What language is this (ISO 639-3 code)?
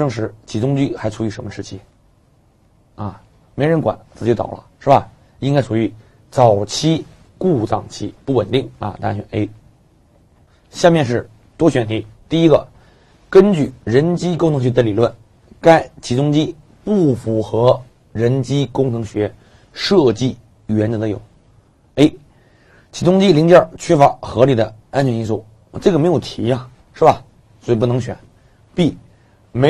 zho